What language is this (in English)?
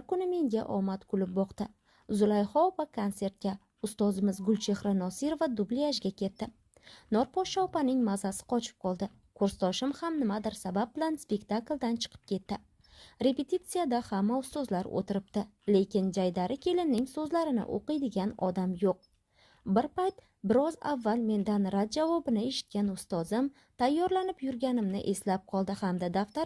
Uzbek